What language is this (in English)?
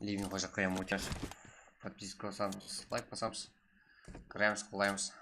Kara-Kalpak